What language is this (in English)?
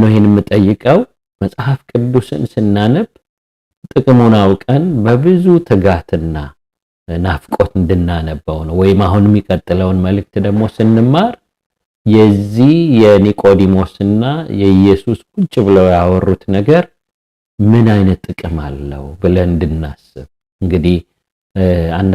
Amharic